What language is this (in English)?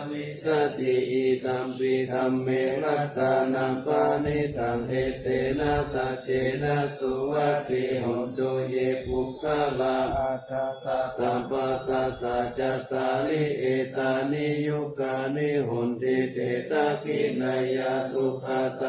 Pali